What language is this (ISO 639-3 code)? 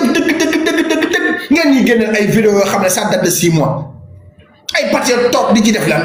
wol